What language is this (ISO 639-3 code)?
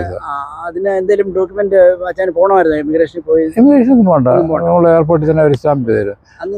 mal